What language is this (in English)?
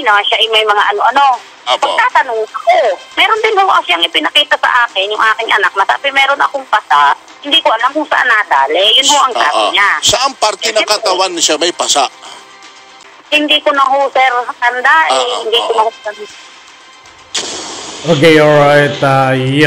Filipino